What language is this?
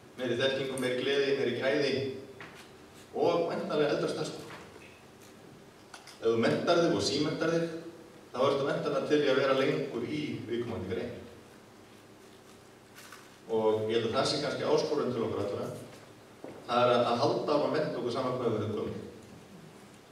Icelandic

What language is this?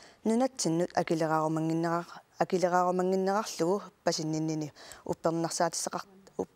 Kalaallisut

